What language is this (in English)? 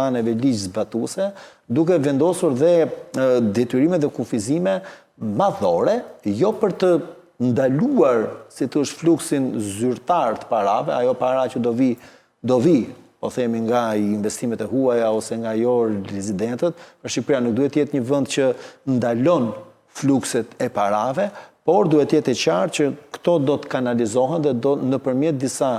Albanian